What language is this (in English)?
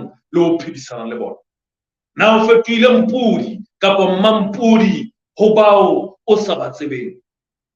Southern Sotho